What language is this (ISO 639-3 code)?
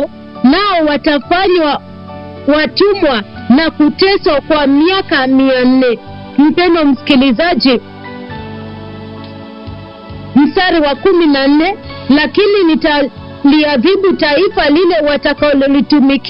swa